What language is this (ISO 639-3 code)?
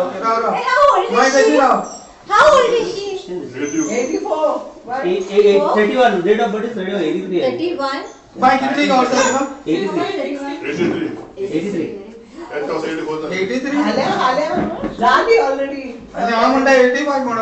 kok